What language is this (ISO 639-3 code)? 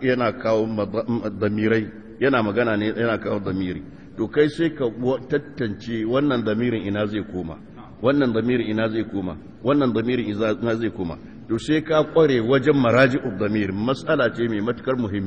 hau